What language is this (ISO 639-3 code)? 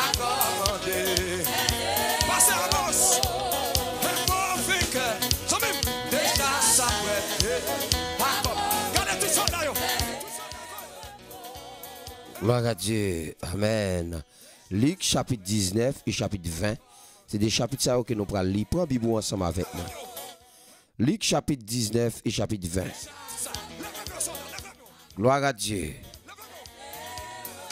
fra